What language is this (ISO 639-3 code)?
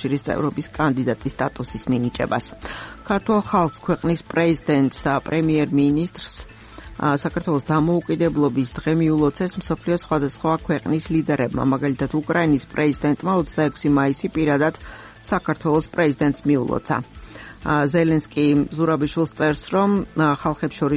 kat